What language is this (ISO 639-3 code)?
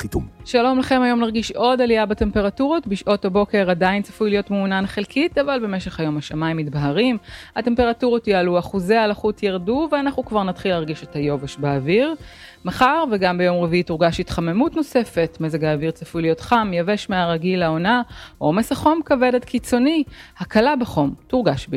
heb